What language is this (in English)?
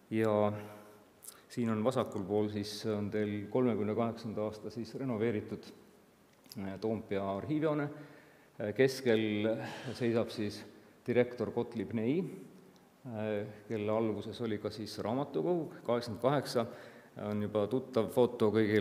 Estonian